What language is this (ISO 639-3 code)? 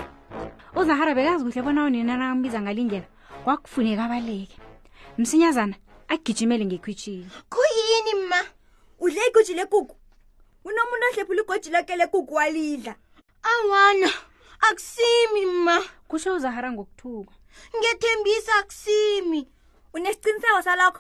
nbl